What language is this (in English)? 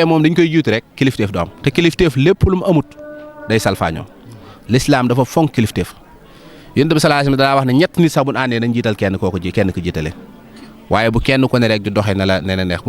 Wolof